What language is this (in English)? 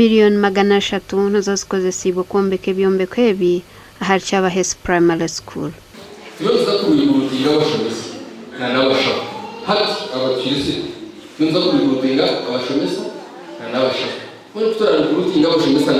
Nyankole